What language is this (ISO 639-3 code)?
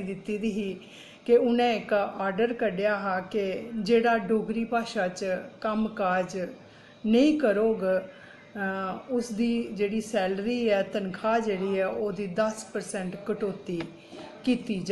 doi